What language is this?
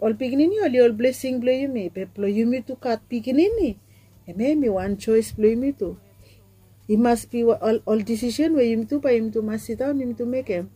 Bislama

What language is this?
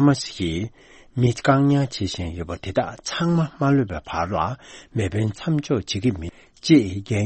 Tibetan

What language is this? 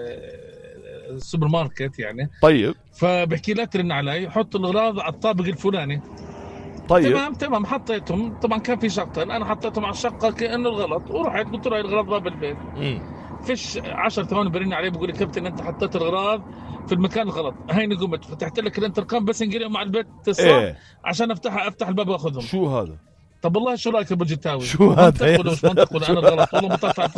North Levantine Arabic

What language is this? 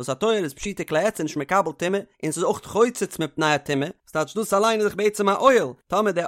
Yiddish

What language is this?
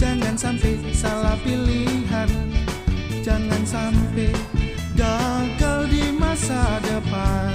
Betawi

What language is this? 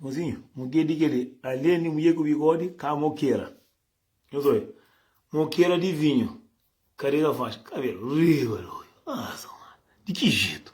Kabuverdianu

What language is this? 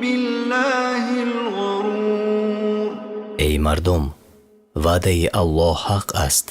Tajik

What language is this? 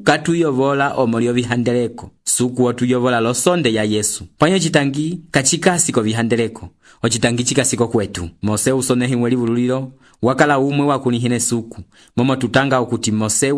Umbundu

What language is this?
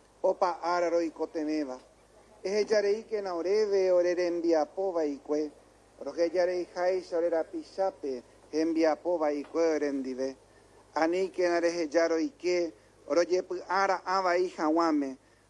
Guarani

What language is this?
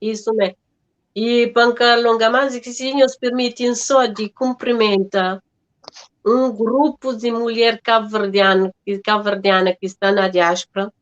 Kabuverdianu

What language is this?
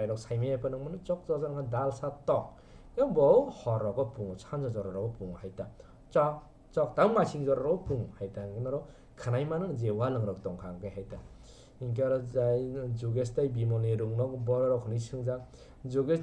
Kok Borok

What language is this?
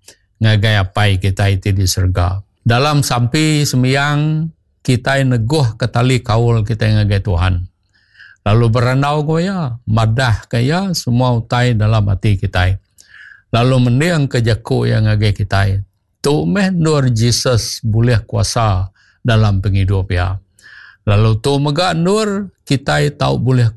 Iban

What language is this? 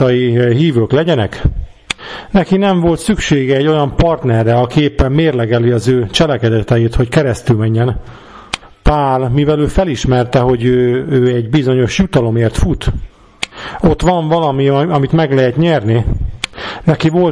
Hungarian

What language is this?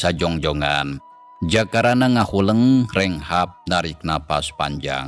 Sundanese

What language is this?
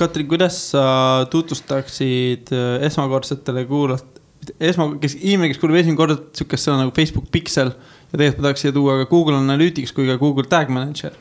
Estonian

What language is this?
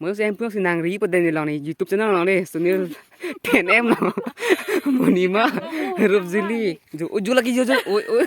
Karbi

